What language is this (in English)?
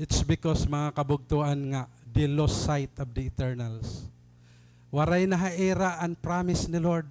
Waray